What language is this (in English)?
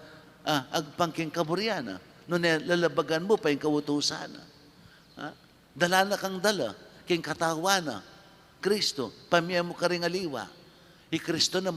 Pampanga